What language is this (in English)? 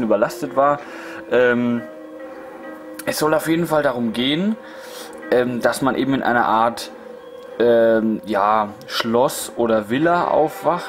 German